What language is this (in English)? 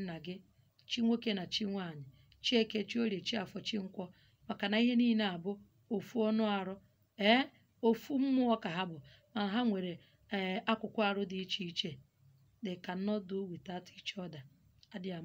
Igbo